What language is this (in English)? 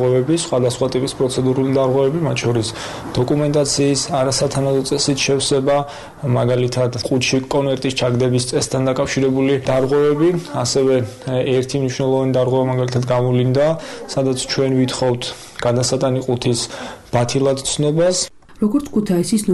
Georgian